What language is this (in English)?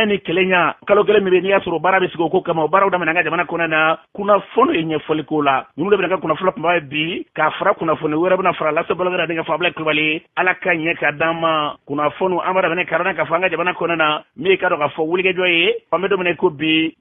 Bambara